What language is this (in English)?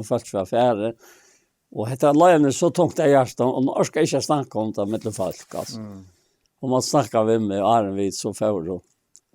Faroese